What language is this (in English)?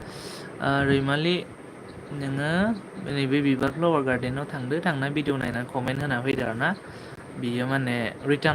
Bodo